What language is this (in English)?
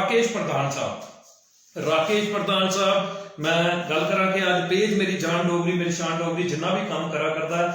Dogri